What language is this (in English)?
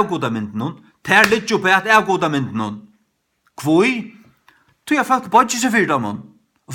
Faroese